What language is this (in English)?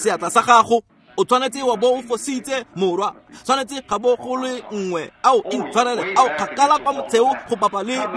Tswana